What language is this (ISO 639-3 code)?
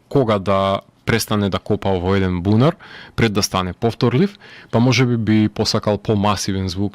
mkd